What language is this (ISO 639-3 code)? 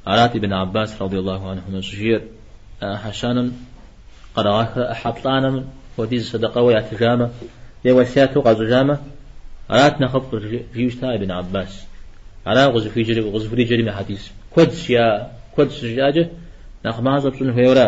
kbd